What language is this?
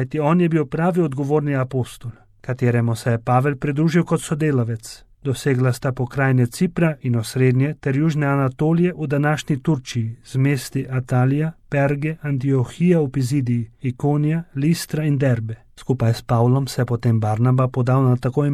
Slovenian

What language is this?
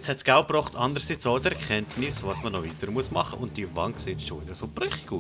Swiss German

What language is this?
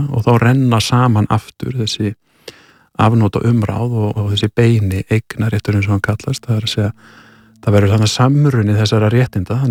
Icelandic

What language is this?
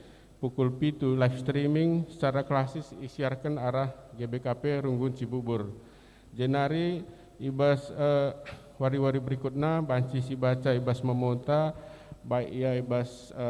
Batak Karo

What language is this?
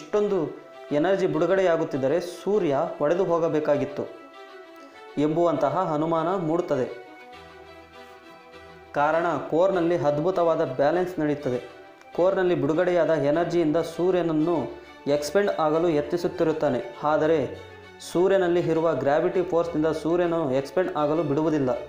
Kannada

